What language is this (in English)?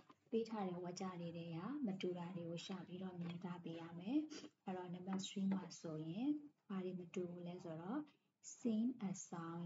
Burmese